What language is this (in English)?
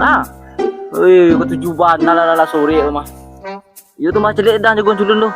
Minangkabau